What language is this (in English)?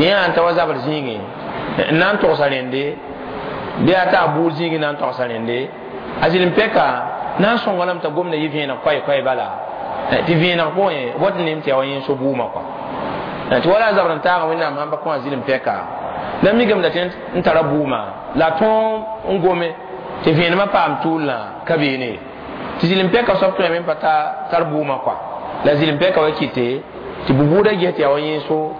Mossi